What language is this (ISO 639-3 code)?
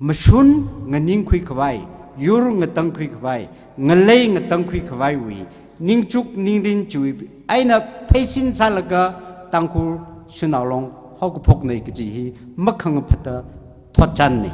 nmf